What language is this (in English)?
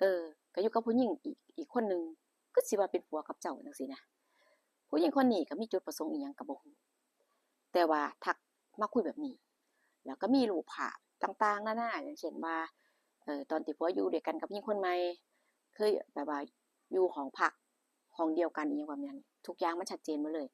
Northeastern Thai